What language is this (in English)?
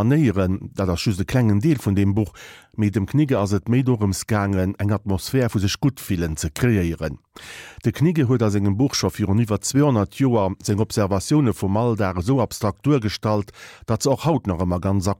Luxembourgish